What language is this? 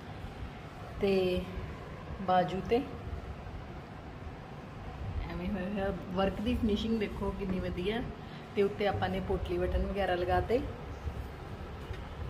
Punjabi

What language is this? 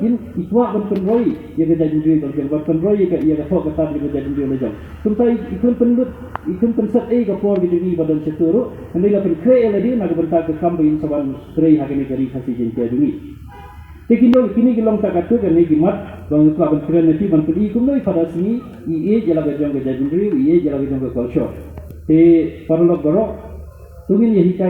Khasi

